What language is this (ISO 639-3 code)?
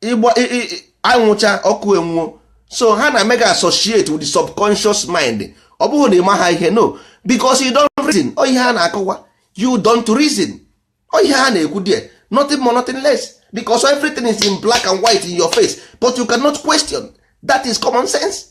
ibo